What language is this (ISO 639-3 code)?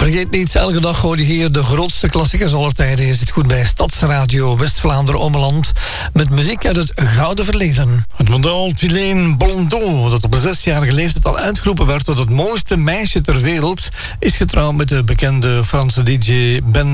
nld